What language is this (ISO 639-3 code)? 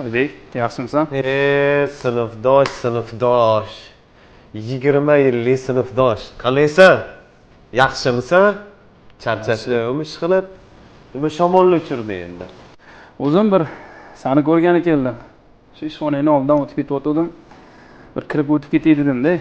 uzb